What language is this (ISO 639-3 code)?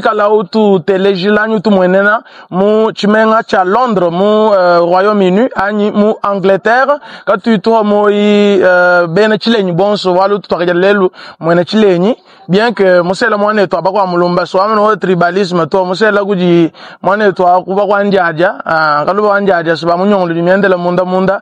lua